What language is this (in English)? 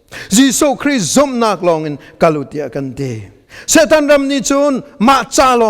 Hakha Chin